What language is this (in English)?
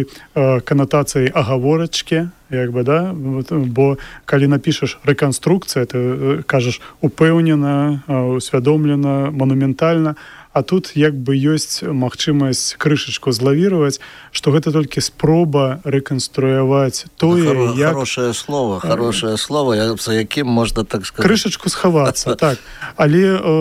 Belarusian